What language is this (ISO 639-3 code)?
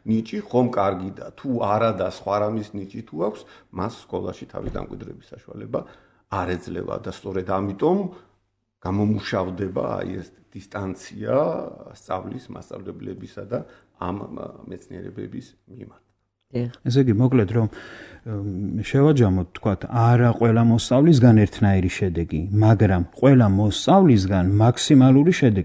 kat